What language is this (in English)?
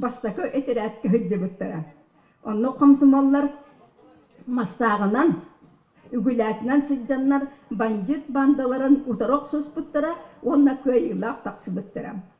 Yakut